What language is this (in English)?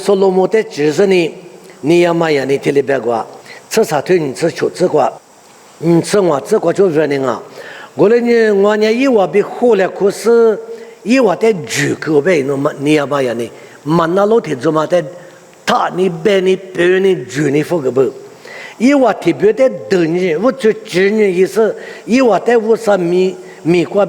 Lisu